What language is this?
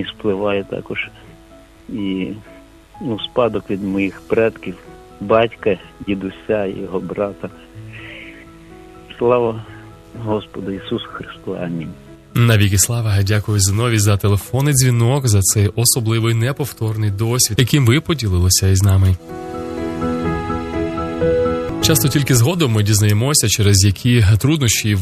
Ukrainian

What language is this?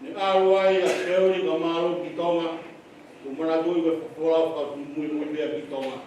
Tongan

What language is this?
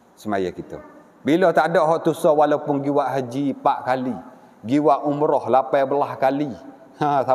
Malay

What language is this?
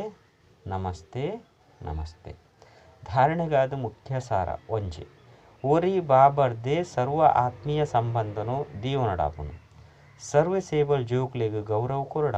Tulu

